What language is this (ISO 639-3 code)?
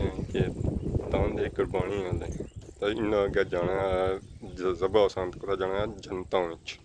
phr